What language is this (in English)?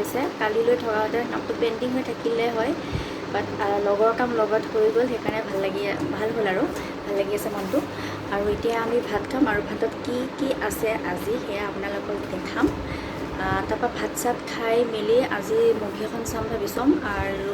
Assamese